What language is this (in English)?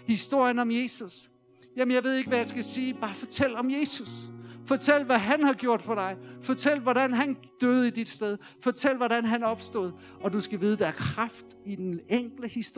Danish